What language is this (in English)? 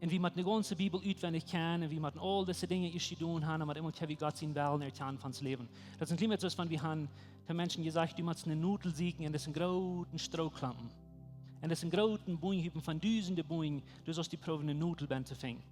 Plautdietsch